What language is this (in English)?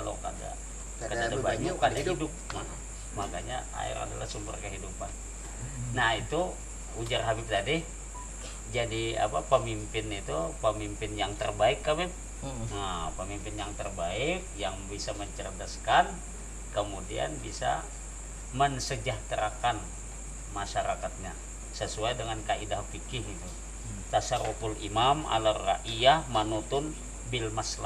Banjar